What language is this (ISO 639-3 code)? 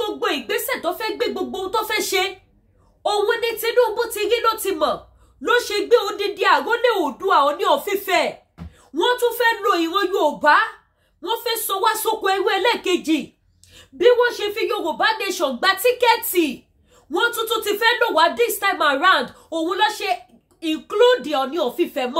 yor